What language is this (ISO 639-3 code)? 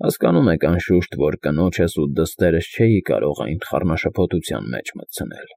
hye